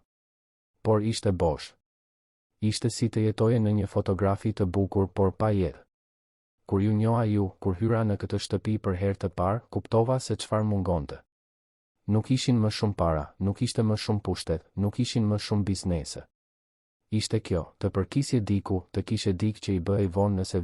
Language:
Albanian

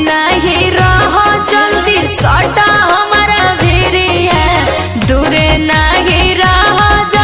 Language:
Bhojpuri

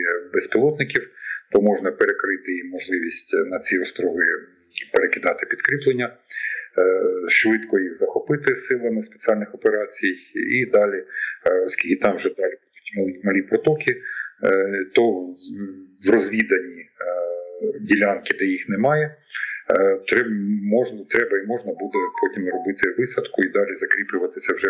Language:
Ukrainian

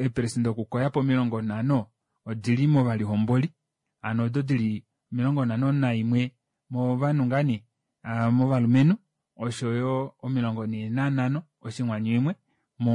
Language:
Kuanyama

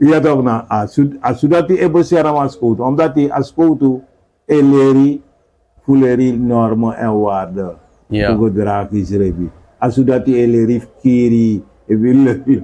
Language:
Sranan Tongo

